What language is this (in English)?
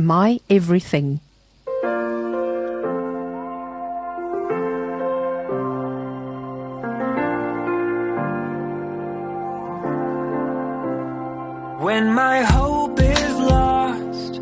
Afrikaans